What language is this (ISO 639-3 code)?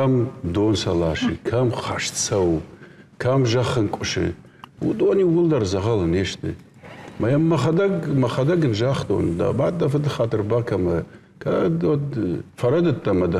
oss